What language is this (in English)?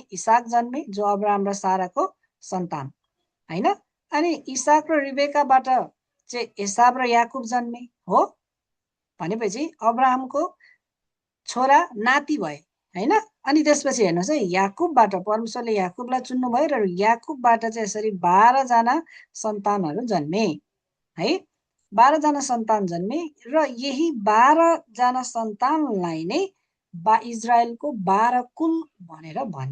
Nepali